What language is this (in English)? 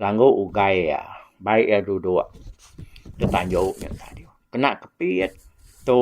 Iban